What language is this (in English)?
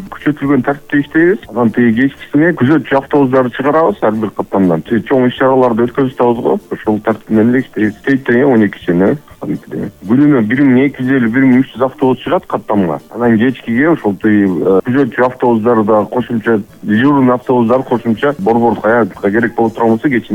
Kyrgyz